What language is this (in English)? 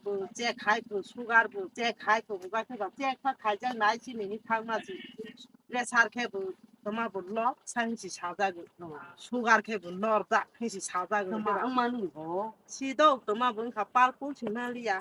Kok Borok